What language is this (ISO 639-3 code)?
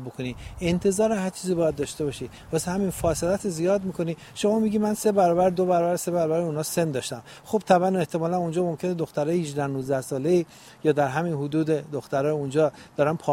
fas